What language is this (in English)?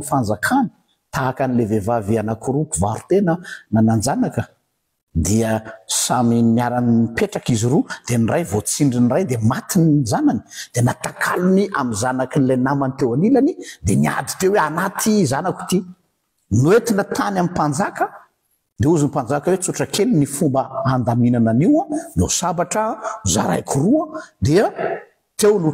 Malagasy